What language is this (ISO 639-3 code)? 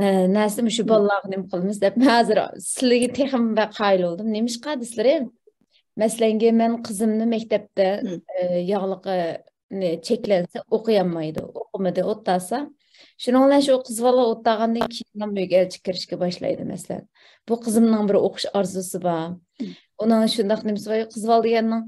uig